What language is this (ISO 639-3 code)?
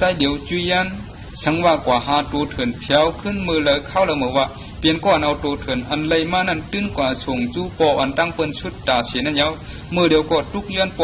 shn